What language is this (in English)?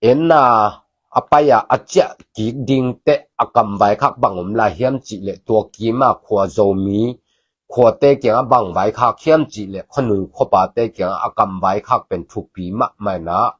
Tedim Chin